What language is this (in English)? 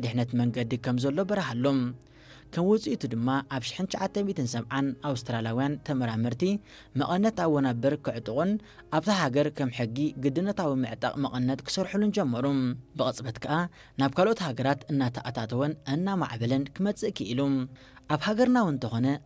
Tigrinya